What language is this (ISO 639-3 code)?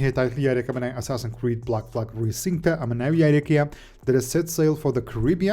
ckb